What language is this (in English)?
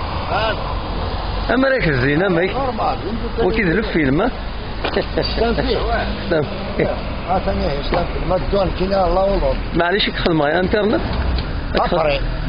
Kabyle